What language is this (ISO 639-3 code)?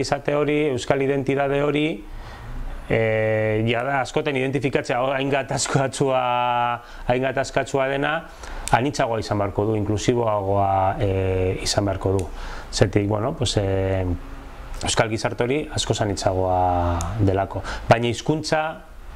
eus